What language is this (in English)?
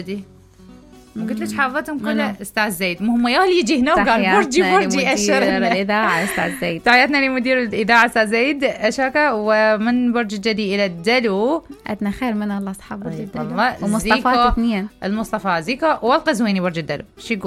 Mesopotamian Arabic